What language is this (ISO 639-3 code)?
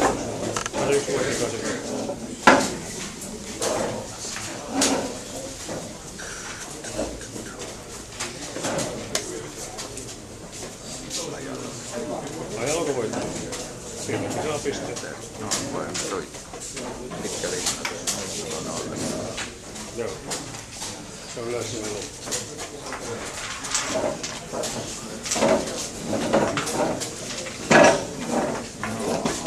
fin